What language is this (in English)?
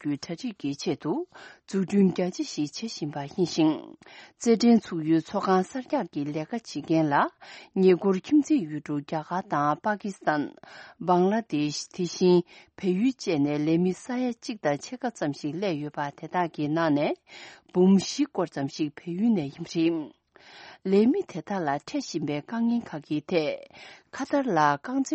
Tibetan